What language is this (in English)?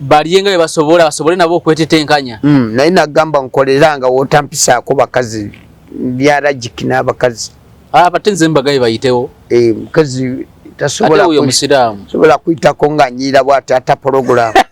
Ganda